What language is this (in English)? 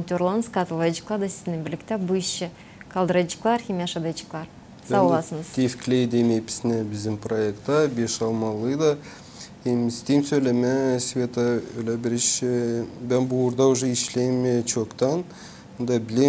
Gagauz